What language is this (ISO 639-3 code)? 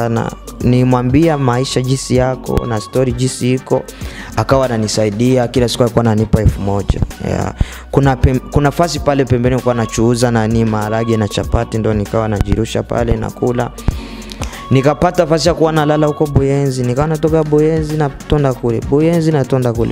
swa